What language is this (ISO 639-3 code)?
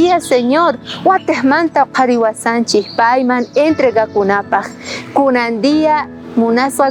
quh